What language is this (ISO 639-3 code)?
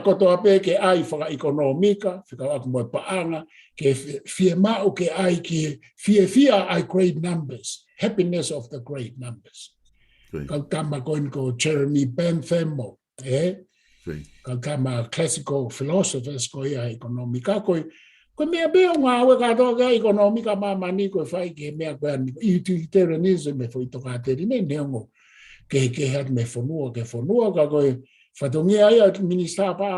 ton